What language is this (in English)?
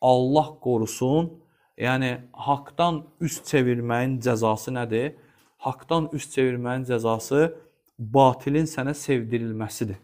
Azerbaijani